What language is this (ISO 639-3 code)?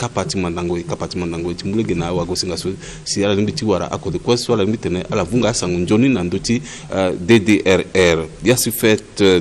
sag